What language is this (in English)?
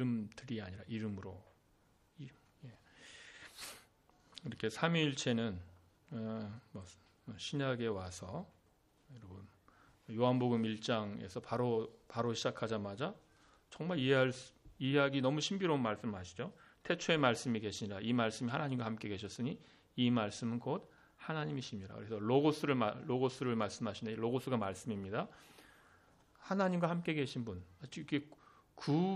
Korean